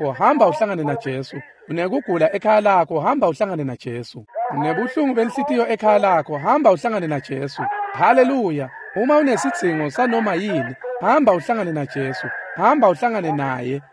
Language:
Swati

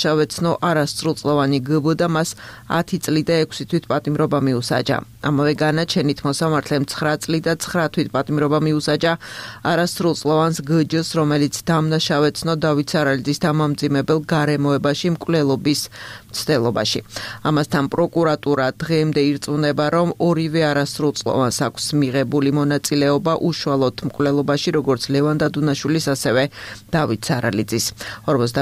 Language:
Georgian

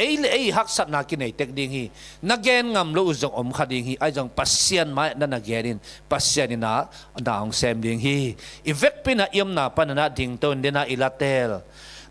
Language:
Tedim Chin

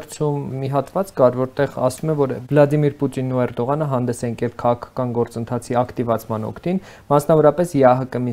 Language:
Armenian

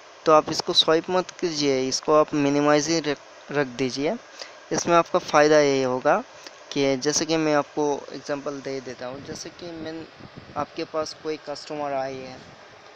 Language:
Hindi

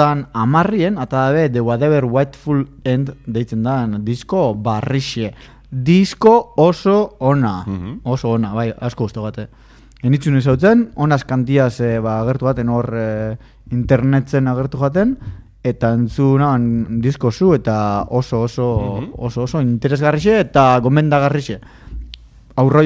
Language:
Basque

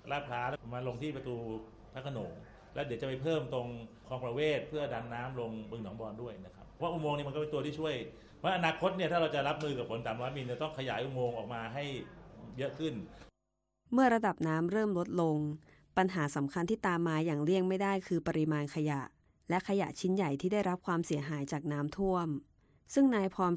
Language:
Thai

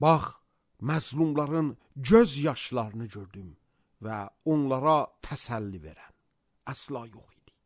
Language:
Azerbaijani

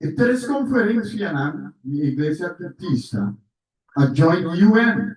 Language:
Papiamento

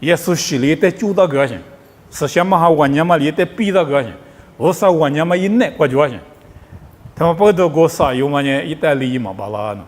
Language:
Lisu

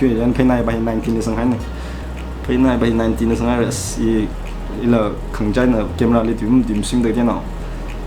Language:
Tangkhul Naga (India)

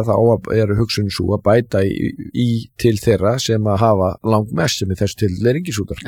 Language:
Icelandic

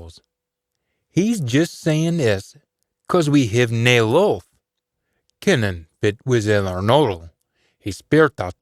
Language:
Scots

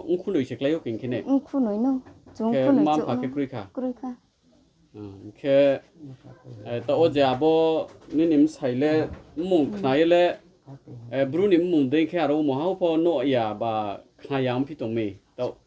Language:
Riang (India)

